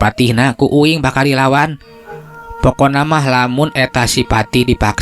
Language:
Sundanese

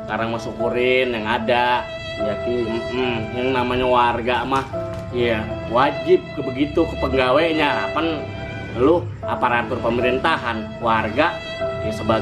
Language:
Betawi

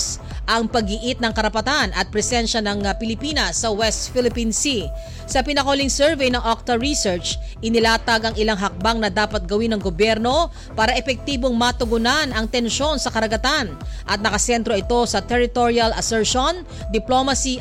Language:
Filipino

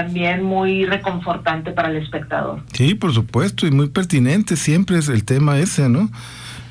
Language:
Spanish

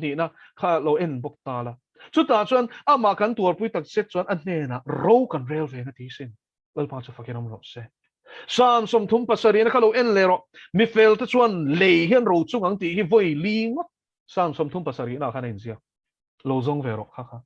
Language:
Mizo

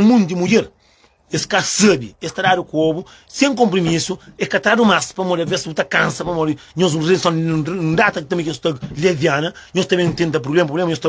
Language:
Kabuverdianu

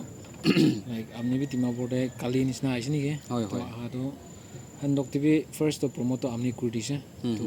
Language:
Naga Pidgin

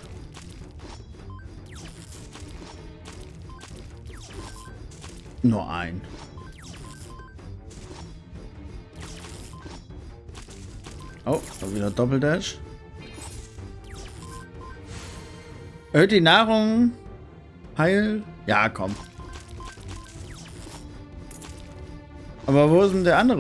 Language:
German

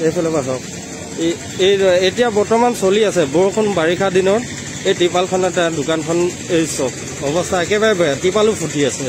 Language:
Assamese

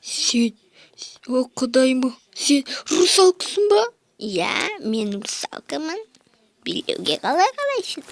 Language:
Kazakh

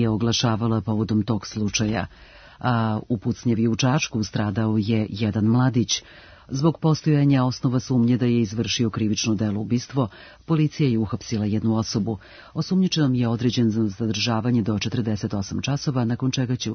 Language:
Serbian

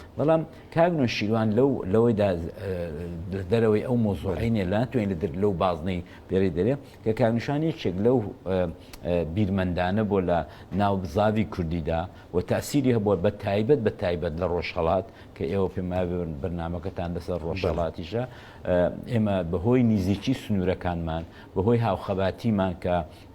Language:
Central Kurdish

